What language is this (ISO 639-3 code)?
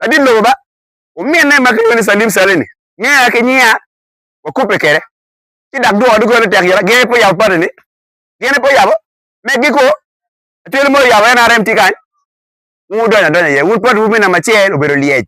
ach